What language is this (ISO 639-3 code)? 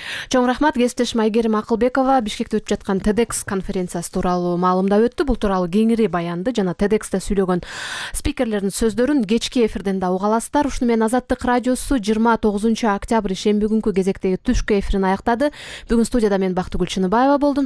kir